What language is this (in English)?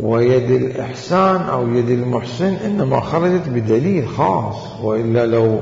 Mesopotamian Arabic